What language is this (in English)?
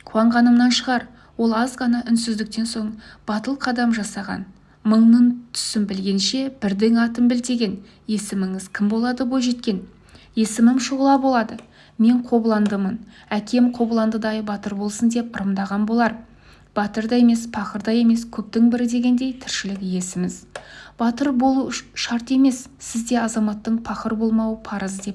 Kazakh